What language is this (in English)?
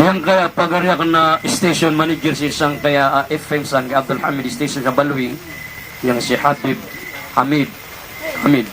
Maranao